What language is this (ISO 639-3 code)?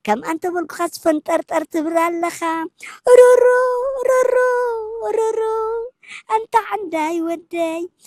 tir